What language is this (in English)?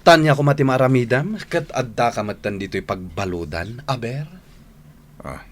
Iloko